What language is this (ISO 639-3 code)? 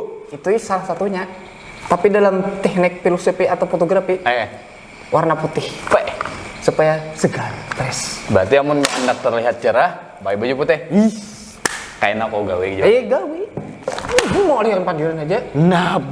bjn